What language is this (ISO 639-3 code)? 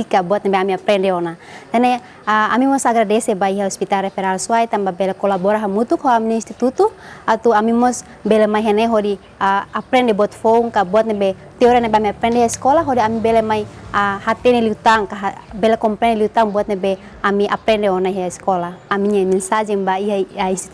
tet